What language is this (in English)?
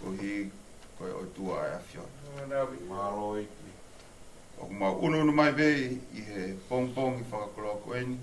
Tongan